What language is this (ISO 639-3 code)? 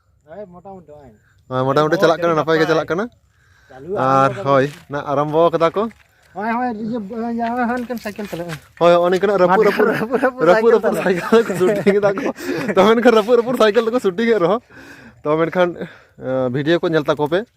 sat